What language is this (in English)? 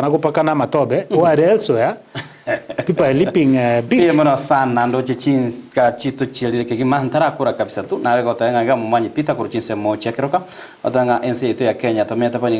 Gusii